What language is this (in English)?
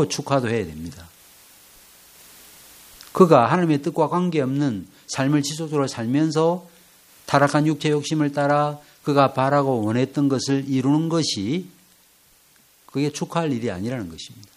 Korean